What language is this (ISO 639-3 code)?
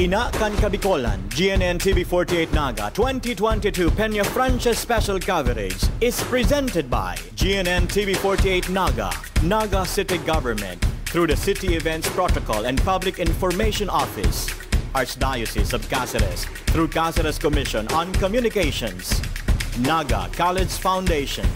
bik